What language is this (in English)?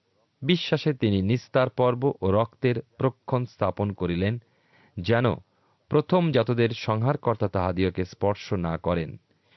Bangla